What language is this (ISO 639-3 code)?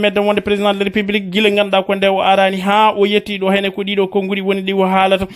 ful